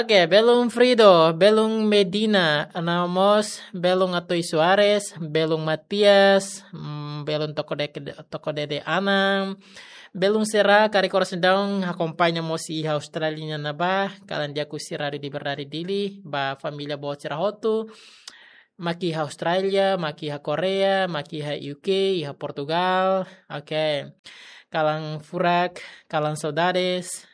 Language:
Tetum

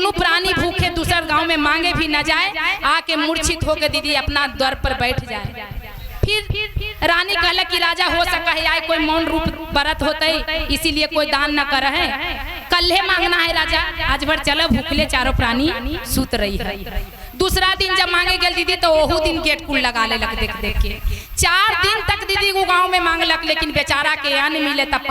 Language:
Magahi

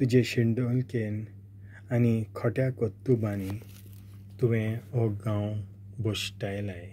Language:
Konkani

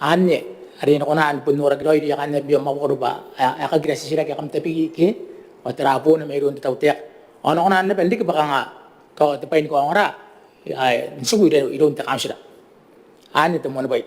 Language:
Gilbertese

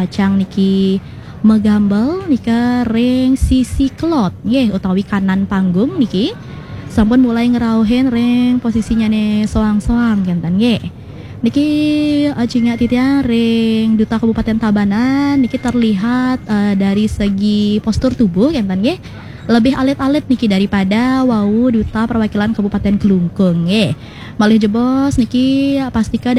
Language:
Balinese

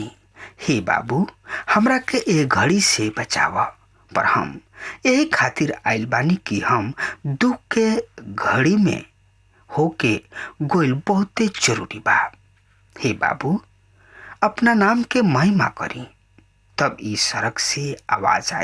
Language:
Bhojpuri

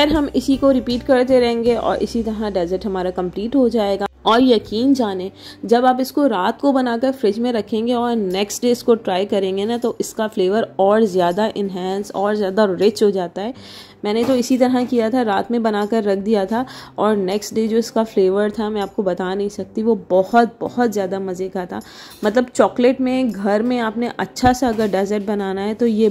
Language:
Hindi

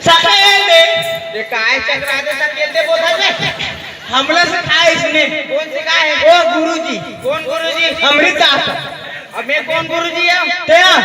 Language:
Chhattisgarhi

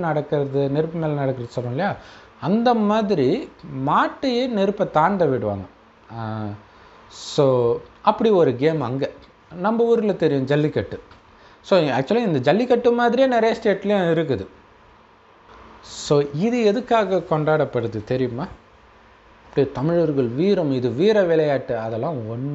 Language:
Tamil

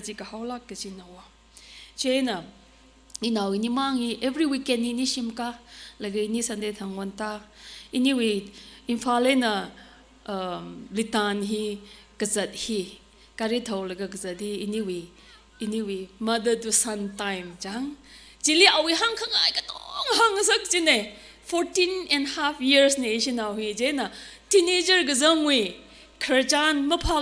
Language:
Tangkhul Naga (India)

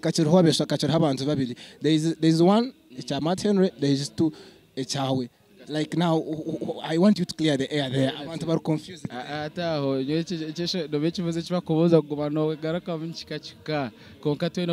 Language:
Nyankole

